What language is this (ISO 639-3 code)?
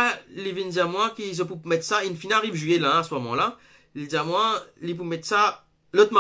mfe